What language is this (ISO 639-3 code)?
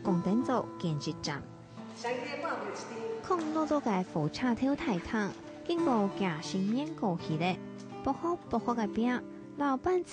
hak